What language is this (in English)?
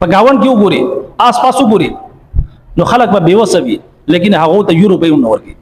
Pashto